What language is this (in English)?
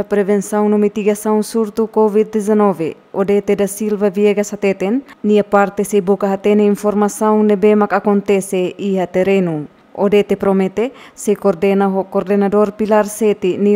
Tetum